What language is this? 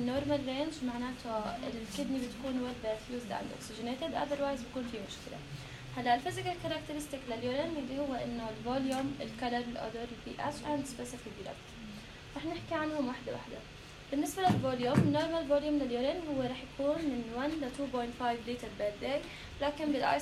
North Levantine Arabic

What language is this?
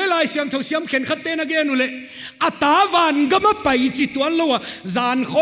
Paite Chin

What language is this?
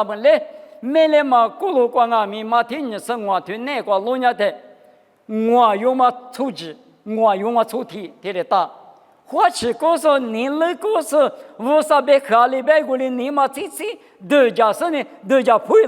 Lisu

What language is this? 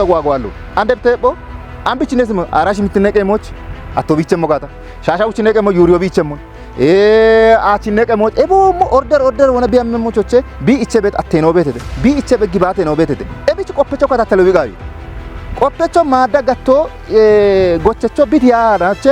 Kafa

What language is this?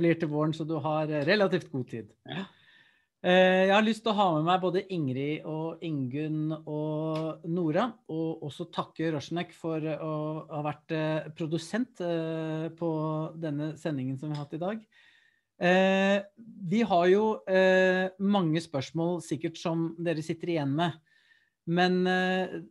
Norwegian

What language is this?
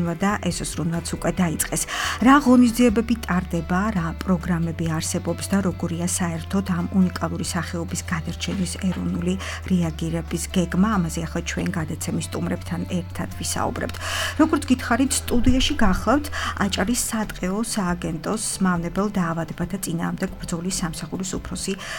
Georgian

